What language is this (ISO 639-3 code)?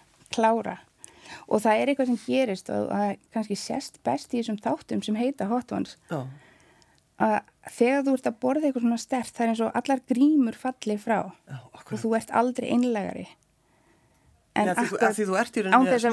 isl